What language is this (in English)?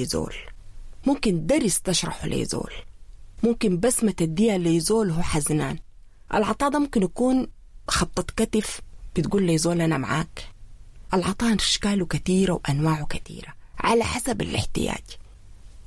Sudanese Arabic